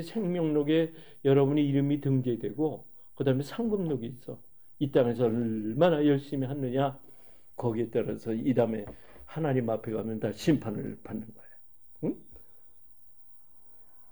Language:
Korean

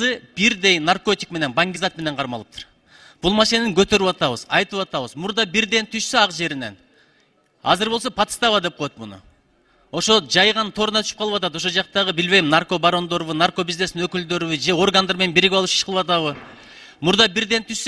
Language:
Kyrgyz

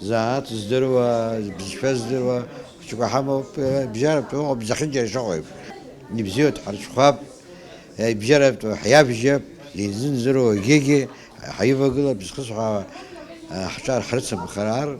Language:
Abkhazian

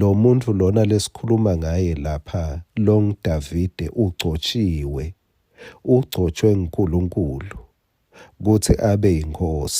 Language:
Swati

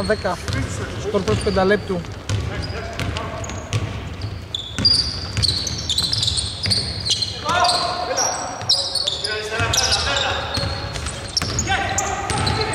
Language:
Greek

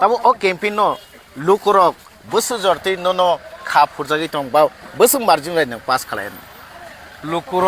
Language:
Kok Borok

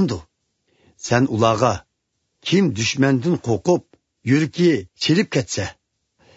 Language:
Uyghur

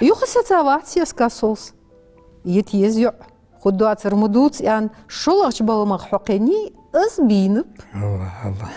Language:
Ingush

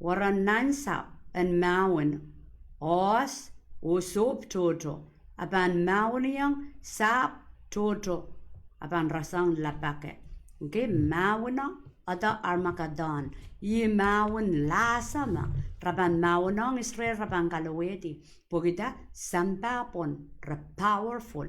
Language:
Pohnpeian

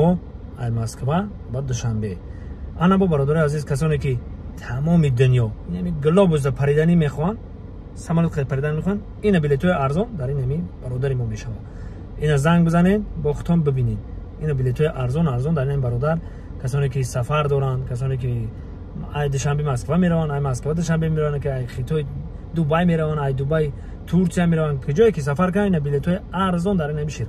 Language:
Tajik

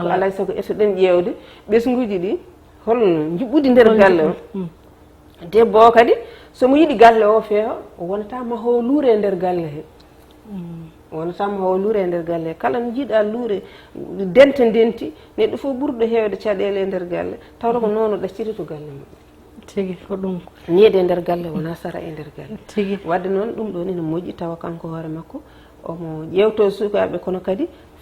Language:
Fula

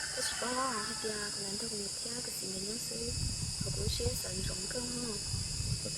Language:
Hmong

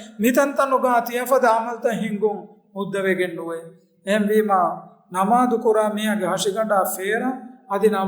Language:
Divehi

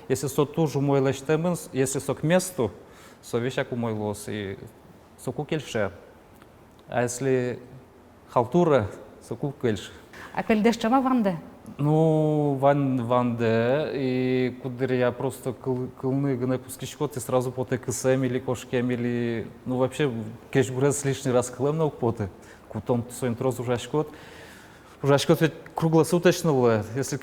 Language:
Udmurt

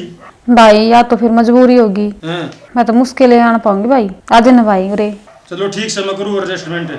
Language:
Haryanvi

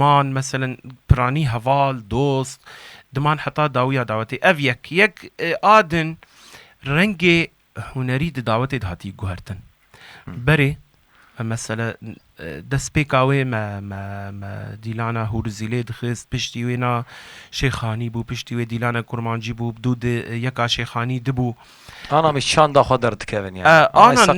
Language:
Kurdish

